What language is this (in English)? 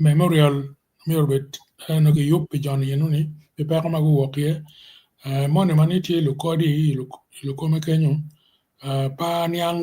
Acoli